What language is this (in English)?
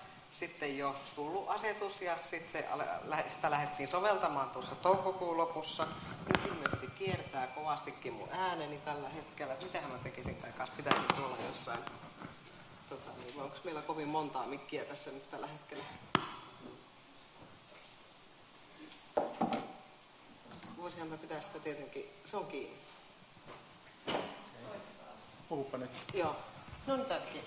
Finnish